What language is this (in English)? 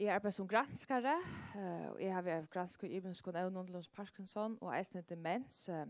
Faroese